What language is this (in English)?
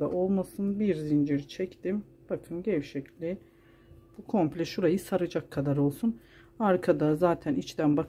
Turkish